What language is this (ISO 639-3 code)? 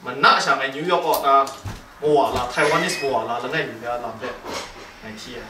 kac